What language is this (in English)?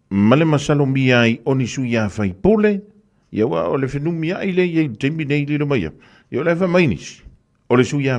Samoan